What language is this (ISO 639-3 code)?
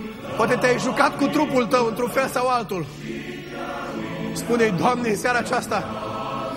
ron